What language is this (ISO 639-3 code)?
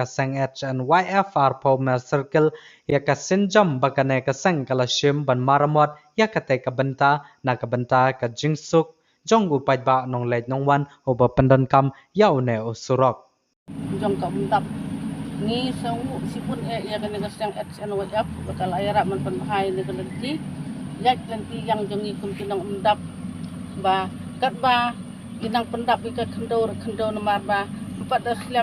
kha